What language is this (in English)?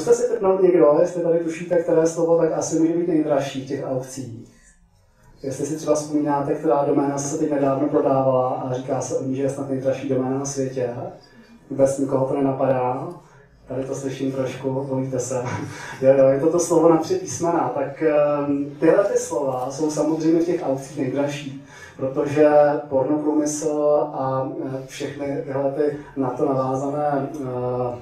Czech